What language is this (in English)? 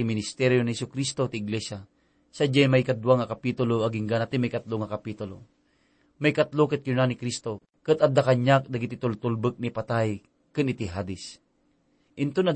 Iloko